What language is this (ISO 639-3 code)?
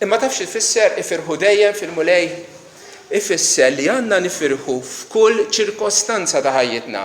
mlt